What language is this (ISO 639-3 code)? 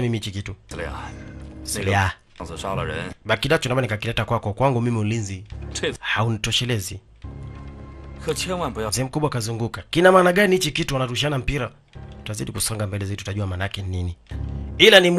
swa